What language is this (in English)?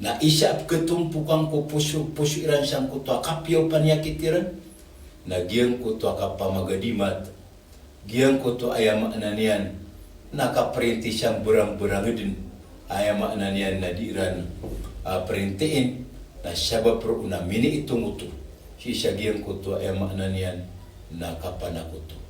Maranao